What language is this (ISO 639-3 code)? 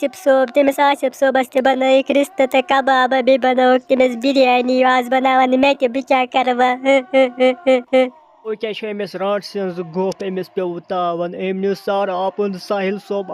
kas